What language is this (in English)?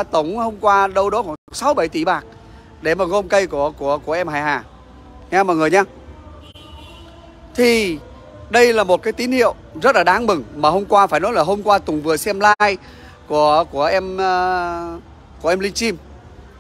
Vietnamese